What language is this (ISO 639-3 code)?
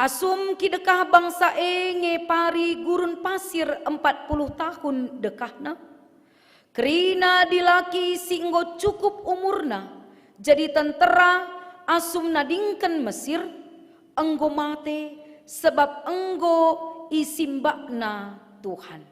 btx